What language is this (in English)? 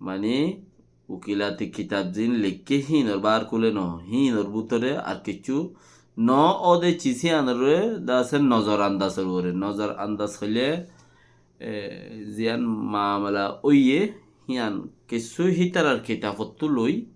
Rohingya